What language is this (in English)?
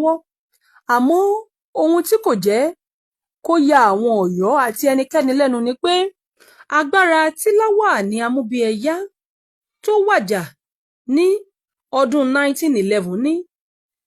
Yoruba